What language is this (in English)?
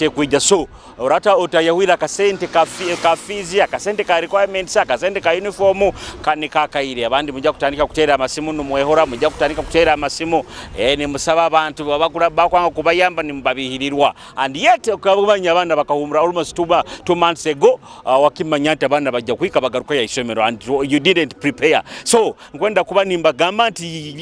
Nyoro